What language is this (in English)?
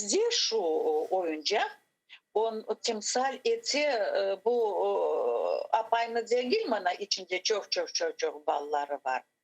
Crimean Tatar